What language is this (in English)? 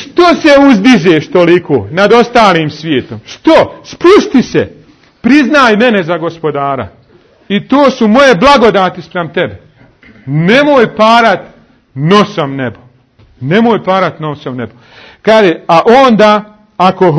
Bosnian